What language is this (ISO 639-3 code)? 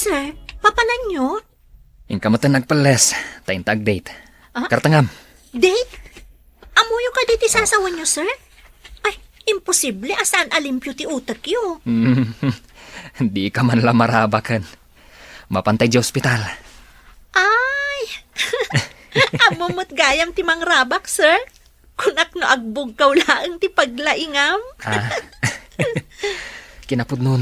ilo